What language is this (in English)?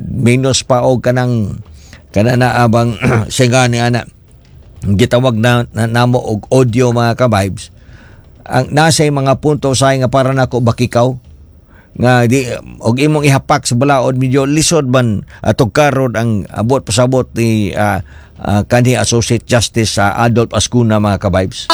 Cebuano